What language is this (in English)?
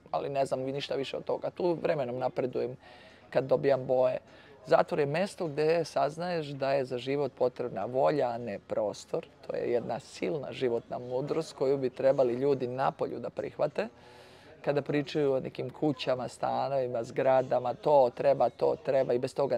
Serbian